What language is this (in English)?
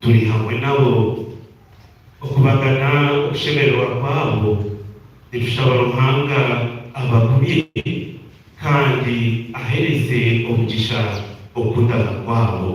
Nyankole